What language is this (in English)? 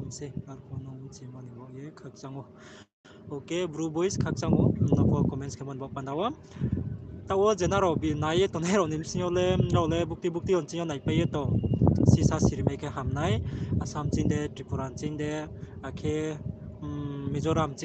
Riang (India)